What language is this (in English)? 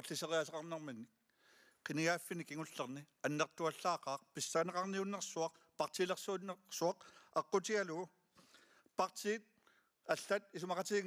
Kalaallisut